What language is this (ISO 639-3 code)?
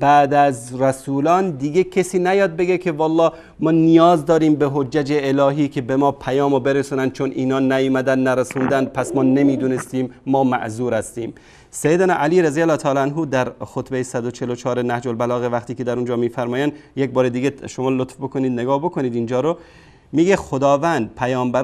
fas